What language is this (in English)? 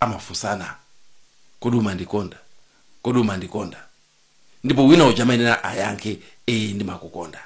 Nyanja